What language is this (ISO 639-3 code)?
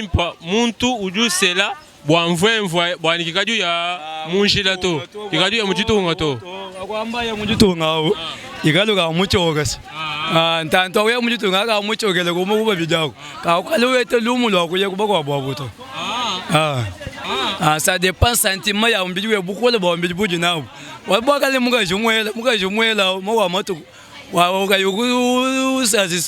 lua